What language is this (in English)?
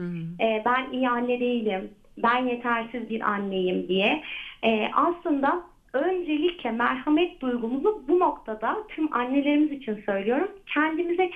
Turkish